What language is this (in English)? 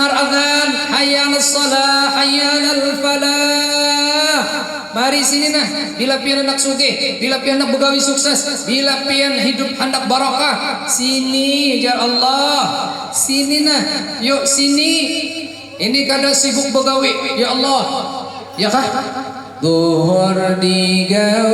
Banjar